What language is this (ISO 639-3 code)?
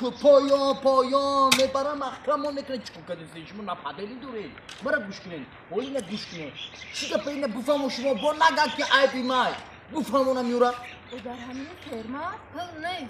tgk